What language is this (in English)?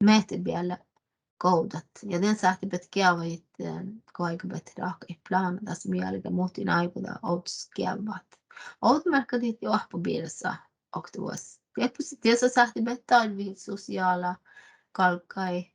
Northern Sami